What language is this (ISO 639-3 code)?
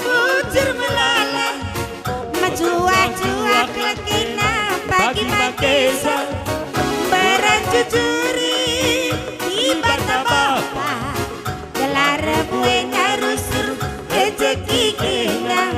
btx